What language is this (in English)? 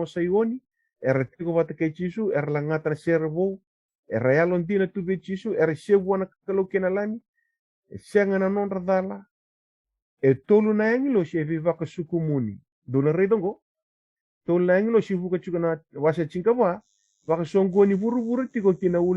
Fijian